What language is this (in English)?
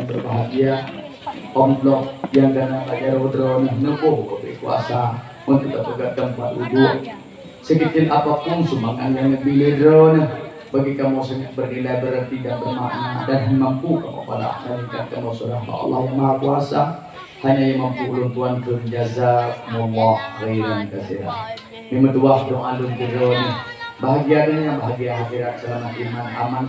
Achinese